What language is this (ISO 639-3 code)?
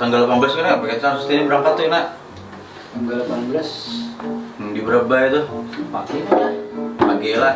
bjn